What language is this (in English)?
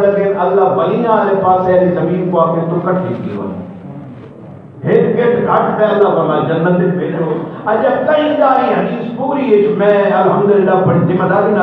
Saraiki